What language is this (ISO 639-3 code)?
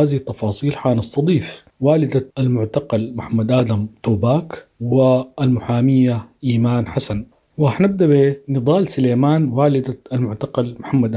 apd